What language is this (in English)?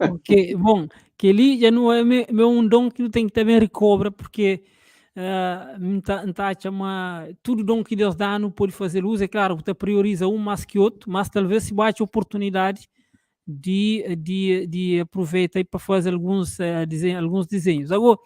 Kabuverdianu